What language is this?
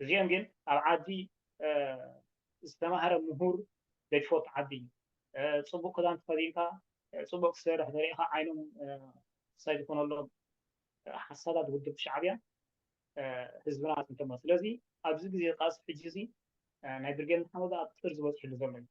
Tigrinya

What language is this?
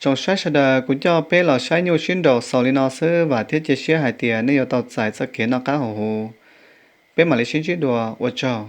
Hmong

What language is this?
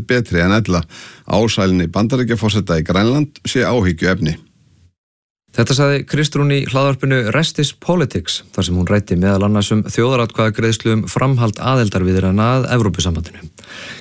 Icelandic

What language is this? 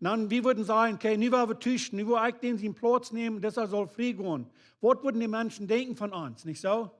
Plautdietsch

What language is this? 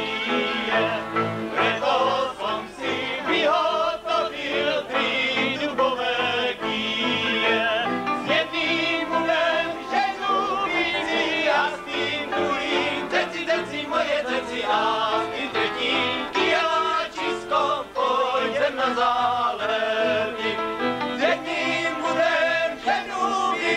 Czech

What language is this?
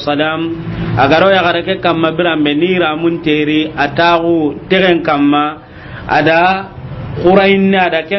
Soninke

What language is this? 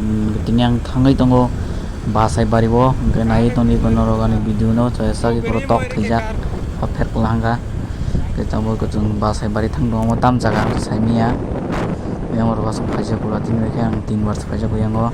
Kok Borok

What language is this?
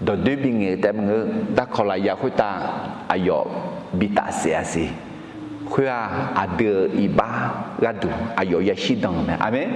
Akha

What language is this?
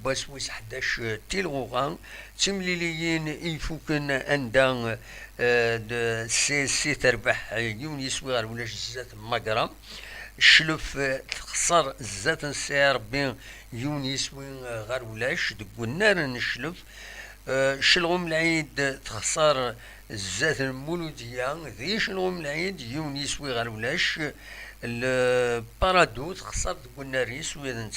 Kabyle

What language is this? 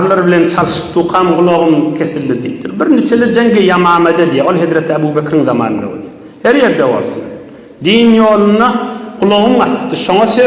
Turkmen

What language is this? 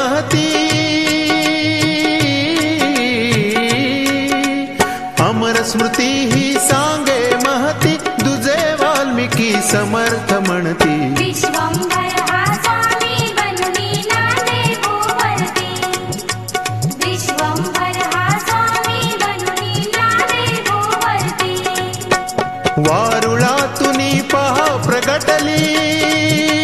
Marathi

